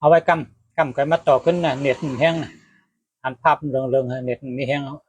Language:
Shan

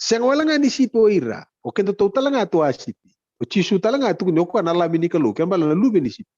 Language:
Fijian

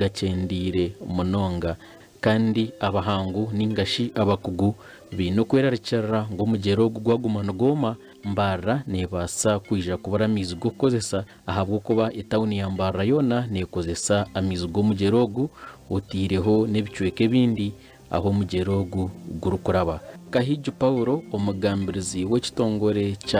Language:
Nyankole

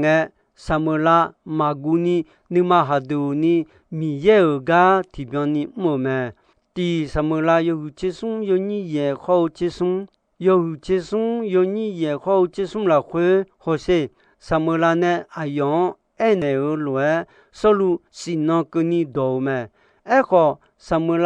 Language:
Akha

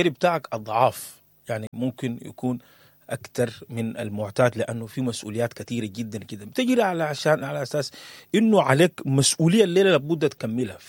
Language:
Sudanese Arabic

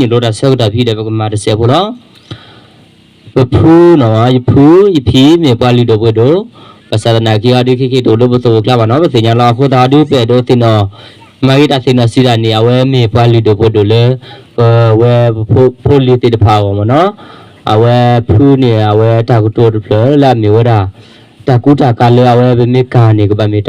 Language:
S'gaw Karen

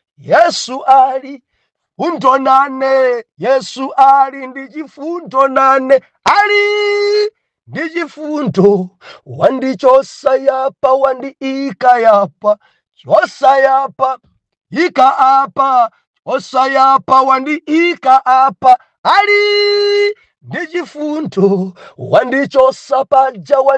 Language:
Nyanja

